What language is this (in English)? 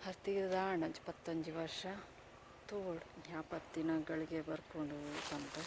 Tulu